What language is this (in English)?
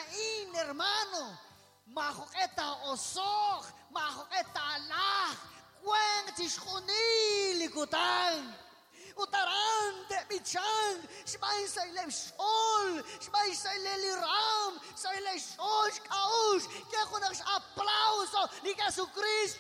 Kekchí